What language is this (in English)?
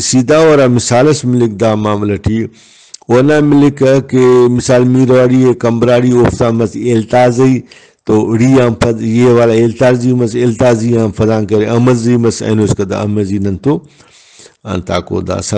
Brahui